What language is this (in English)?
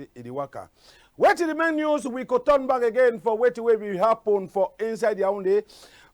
Cameroon Pidgin